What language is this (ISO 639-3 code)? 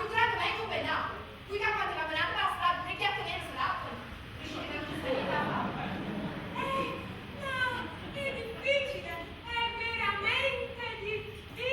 nap